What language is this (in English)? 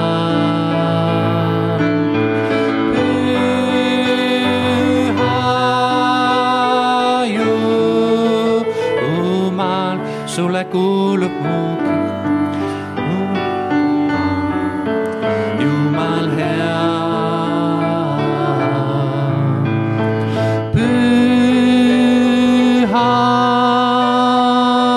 Estonian